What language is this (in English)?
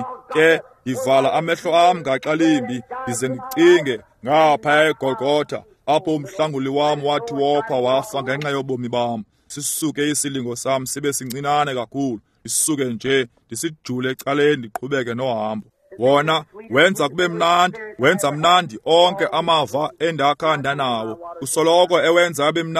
Xhosa